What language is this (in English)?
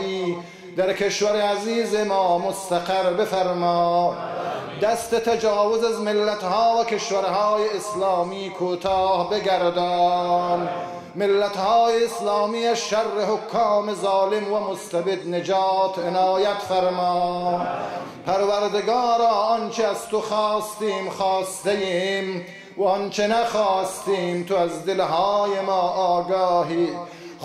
Persian